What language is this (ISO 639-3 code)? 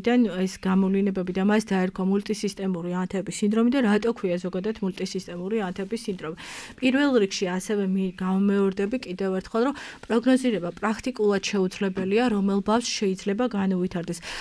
kat